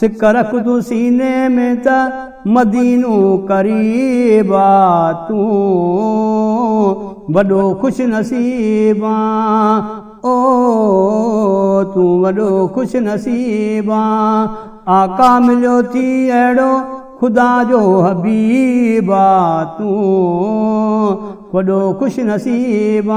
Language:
Sindhi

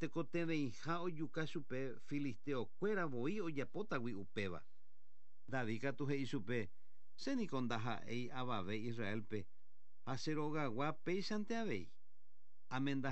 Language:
Guarani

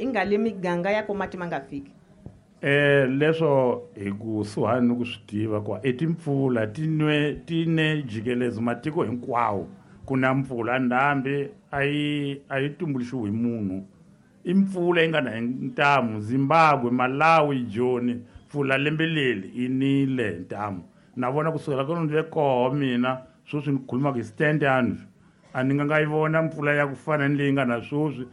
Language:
Tsonga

